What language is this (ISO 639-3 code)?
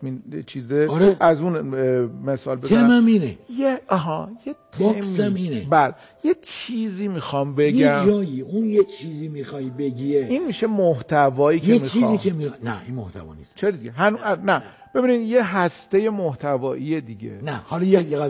fas